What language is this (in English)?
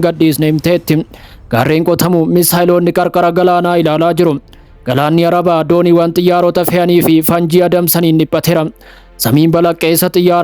Oromo